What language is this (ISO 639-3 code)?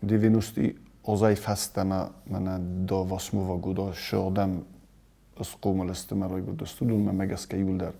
oss